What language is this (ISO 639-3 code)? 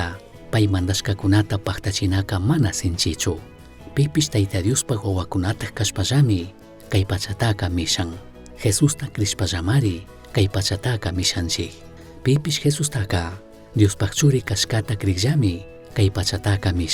qug